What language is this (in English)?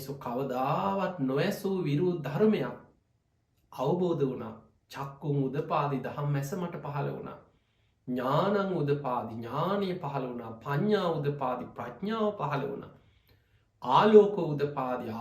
Sinhala